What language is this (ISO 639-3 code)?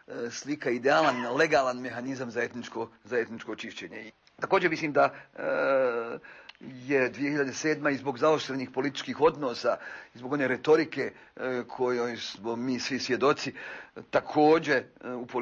srp